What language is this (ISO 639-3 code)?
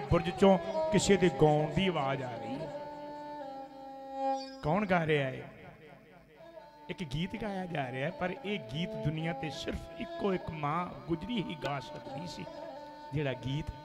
pan